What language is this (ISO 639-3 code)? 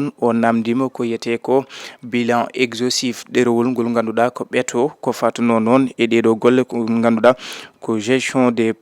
ful